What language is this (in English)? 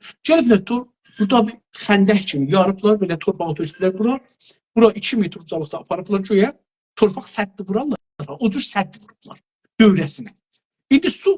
South Azerbaijani